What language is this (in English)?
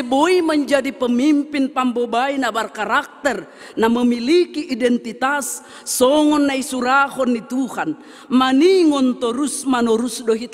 Batak Simalungun